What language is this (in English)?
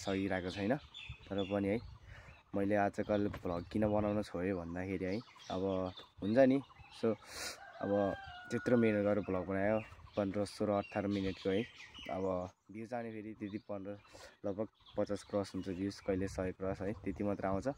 Nepali